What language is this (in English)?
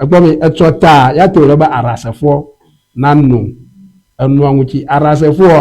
Ewe